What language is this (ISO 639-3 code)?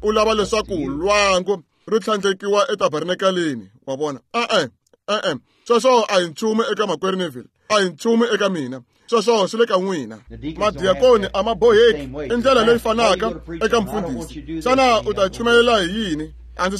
tso